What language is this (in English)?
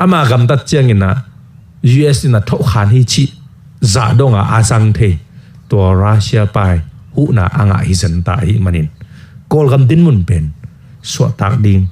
Tedim Chin